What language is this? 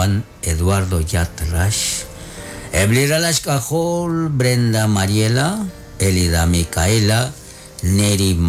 Kekchí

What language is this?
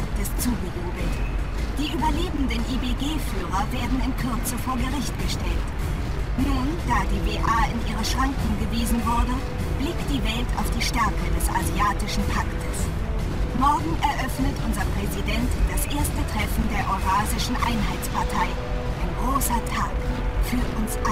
Bavarian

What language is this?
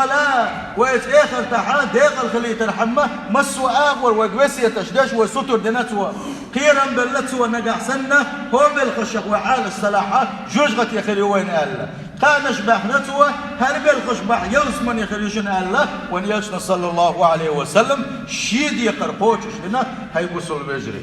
Chechen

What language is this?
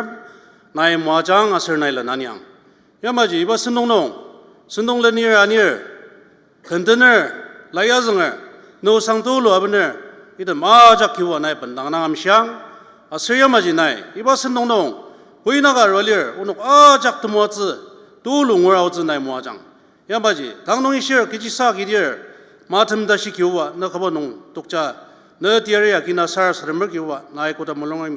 Ao Naga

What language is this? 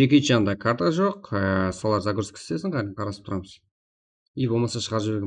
Kara-Kalpak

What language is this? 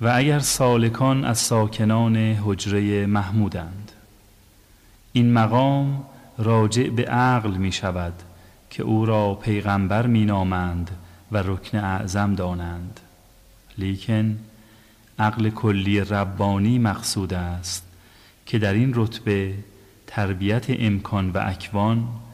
Persian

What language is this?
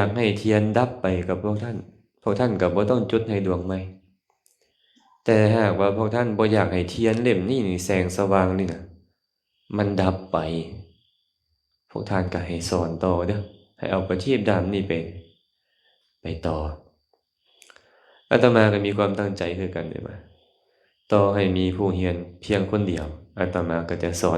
Lao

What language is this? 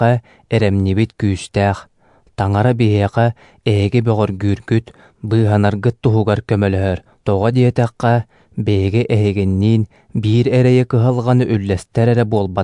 Yakut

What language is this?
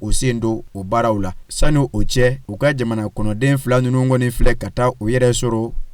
Bambara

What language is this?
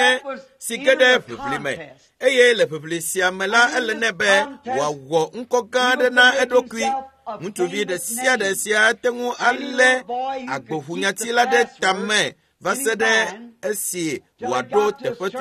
Ewe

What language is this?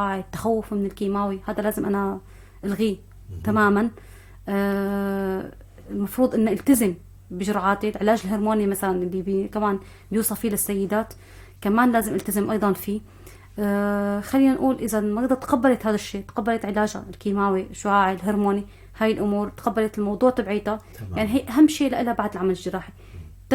North Levantine Arabic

